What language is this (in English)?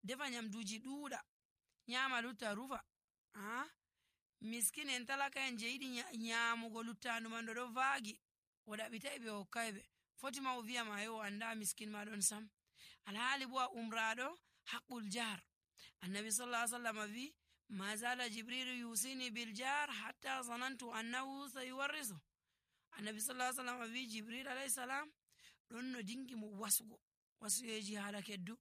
Nigerian Fulfulde